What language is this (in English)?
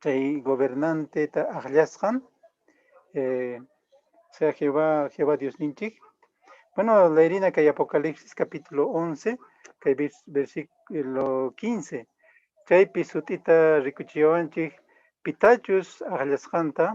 Quechua